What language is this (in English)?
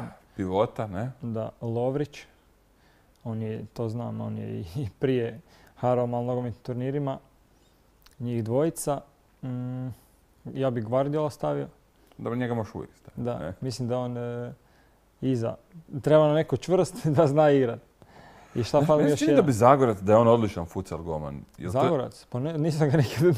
Croatian